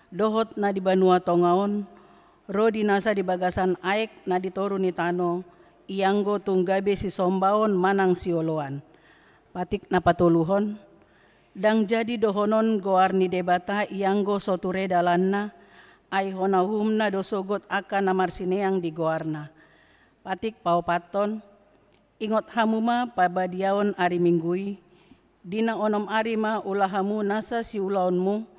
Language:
Batak Toba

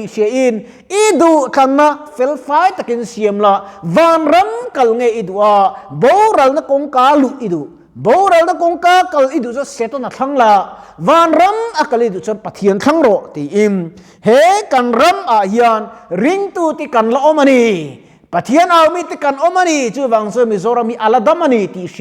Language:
Mizo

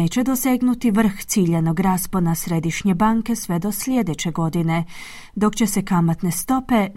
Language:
Croatian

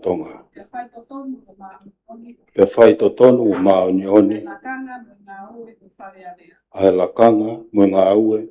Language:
Tongan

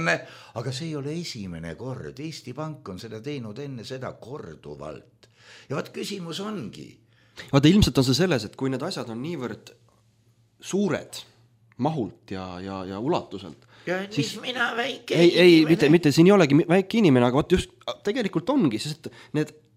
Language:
Estonian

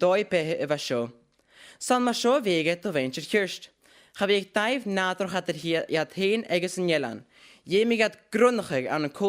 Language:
Scottish Gaelic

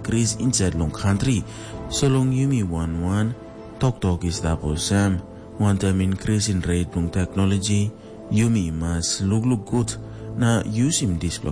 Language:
Tok Pisin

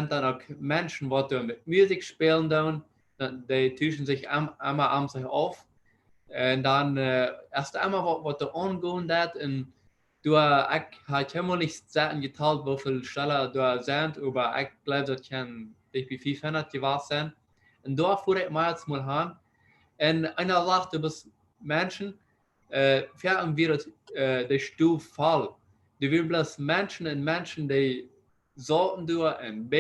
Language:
Plautdietsch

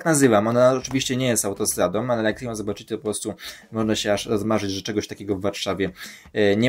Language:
Polish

